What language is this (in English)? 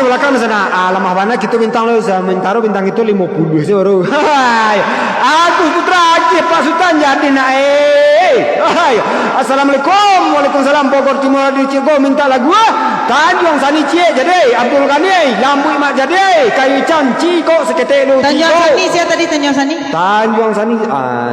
Minangkabau